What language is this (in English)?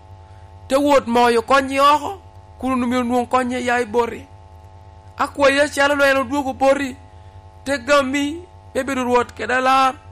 Lango (Uganda)